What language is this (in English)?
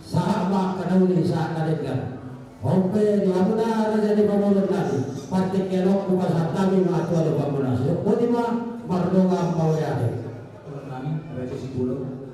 Batak Toba